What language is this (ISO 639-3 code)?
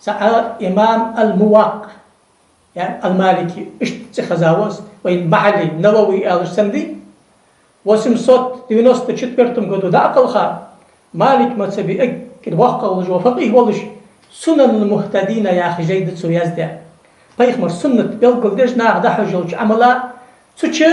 inh